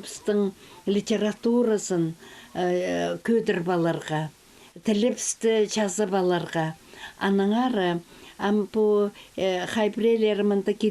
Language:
Khakas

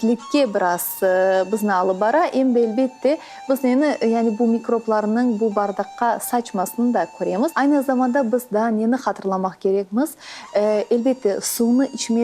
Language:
Crimean Tatar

